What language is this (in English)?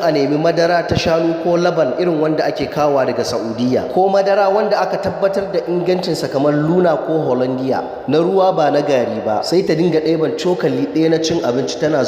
Hausa